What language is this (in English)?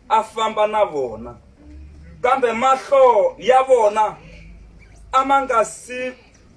Tsonga